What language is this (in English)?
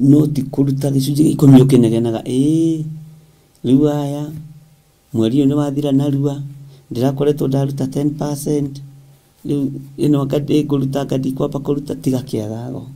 Kikuyu